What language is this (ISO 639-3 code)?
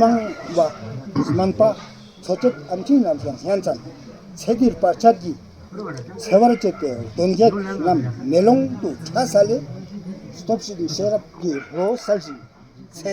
lbj